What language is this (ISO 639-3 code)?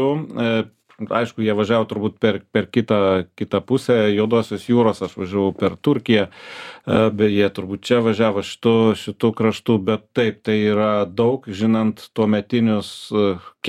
lit